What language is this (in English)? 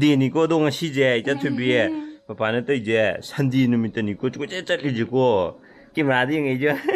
Manipuri